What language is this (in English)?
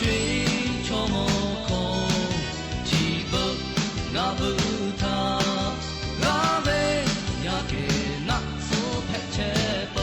Lahu